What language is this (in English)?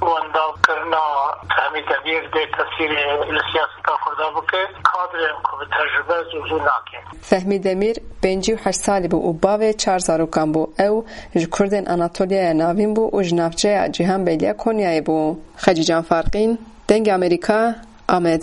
Kurdish